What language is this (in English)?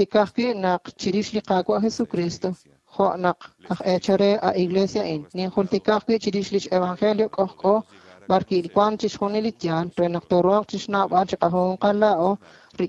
Kekchí